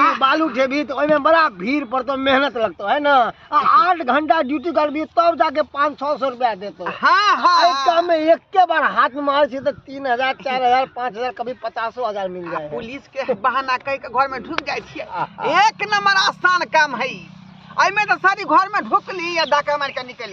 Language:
Maithili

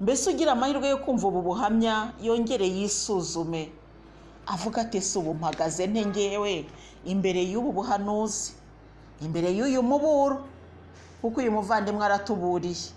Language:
Kinyarwanda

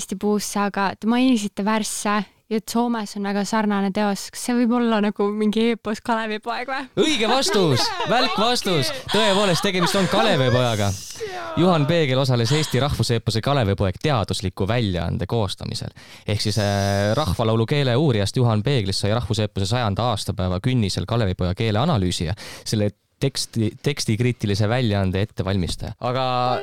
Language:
Estonian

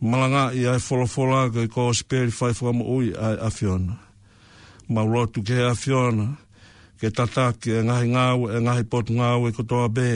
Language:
Tongan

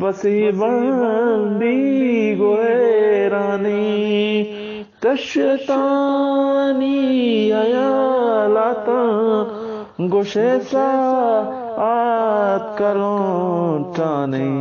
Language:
Eastern Balochi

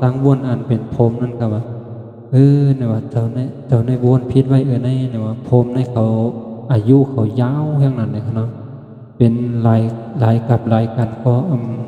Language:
Shan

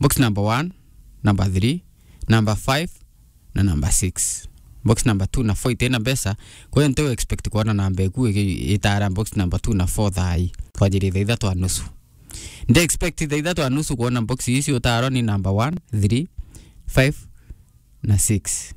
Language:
Meru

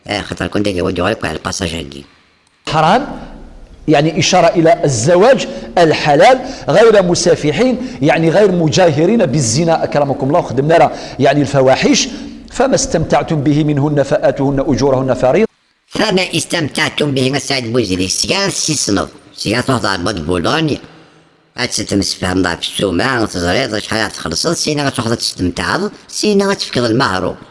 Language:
Kabyle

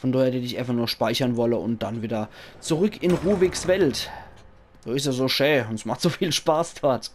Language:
Palatine German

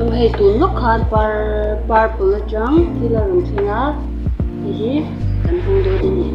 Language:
Mizo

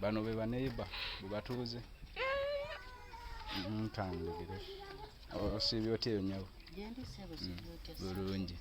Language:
Ganda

